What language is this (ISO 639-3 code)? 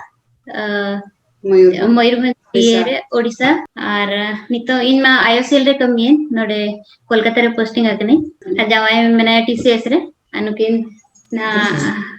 sat